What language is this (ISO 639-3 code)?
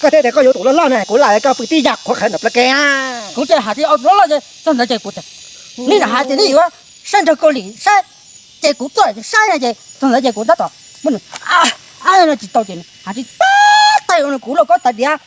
hmn